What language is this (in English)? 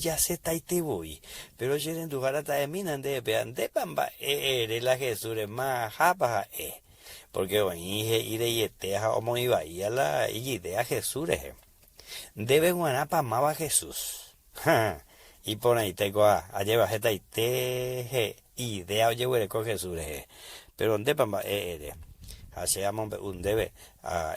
Guarani